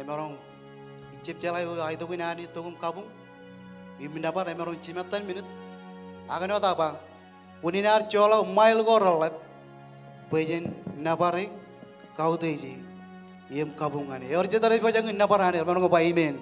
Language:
Marshallese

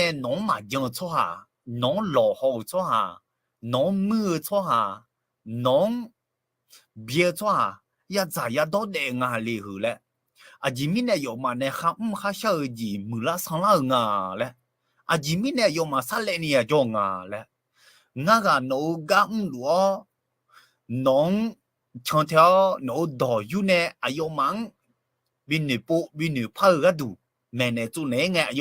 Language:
Akha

